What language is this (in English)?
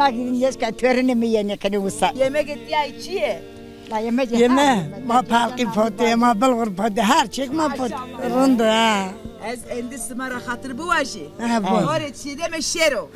Zaza